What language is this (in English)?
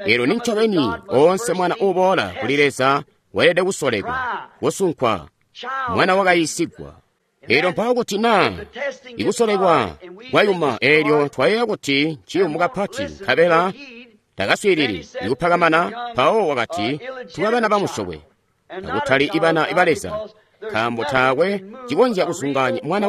Tonga (Zambia)